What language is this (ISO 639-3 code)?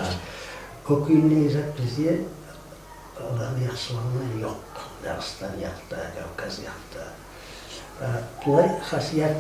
kum